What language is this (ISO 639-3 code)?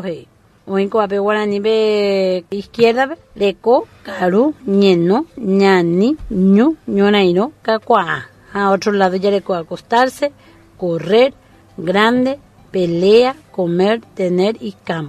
grn